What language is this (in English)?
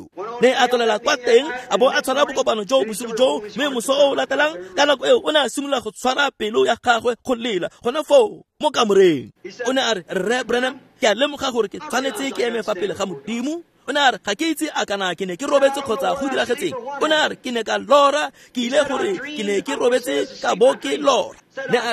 Tswana